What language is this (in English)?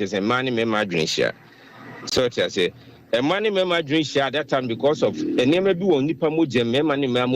Akan